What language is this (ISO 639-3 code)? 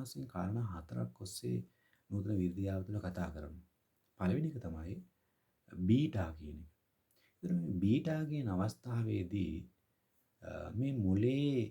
sin